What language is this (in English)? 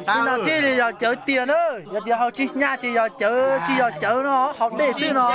Hmong